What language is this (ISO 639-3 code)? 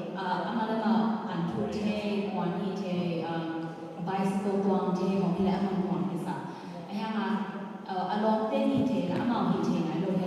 ctd